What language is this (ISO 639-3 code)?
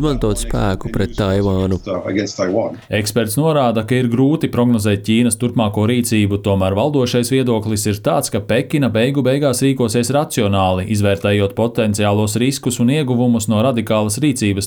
lav